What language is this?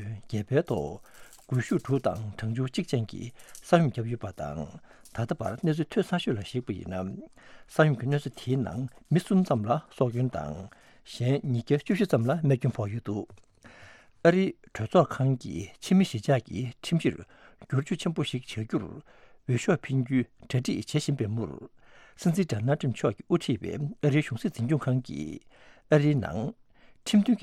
Tibetan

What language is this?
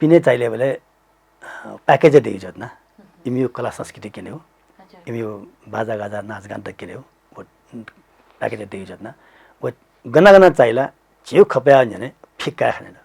Newari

